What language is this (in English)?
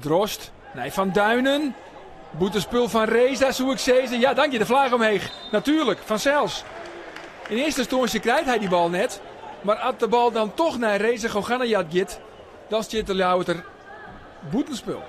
Western Frisian